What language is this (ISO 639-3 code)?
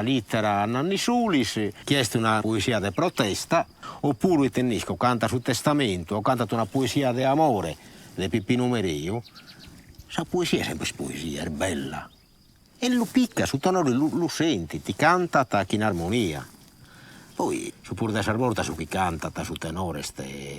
srd